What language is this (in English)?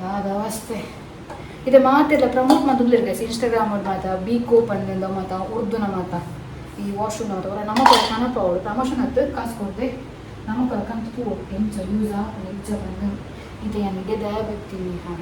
Tulu